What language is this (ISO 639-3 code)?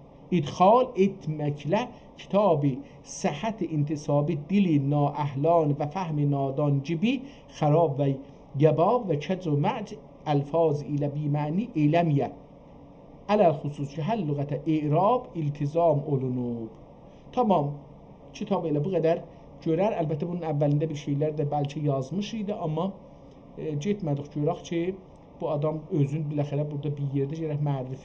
azb